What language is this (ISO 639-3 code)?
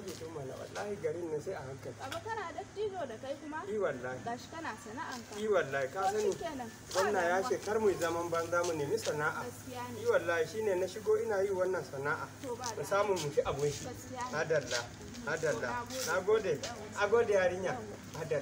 hau